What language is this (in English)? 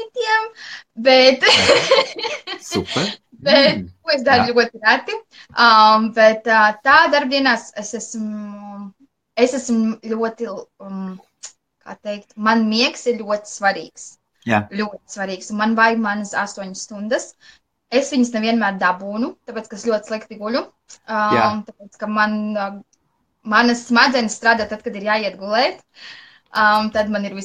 Latvian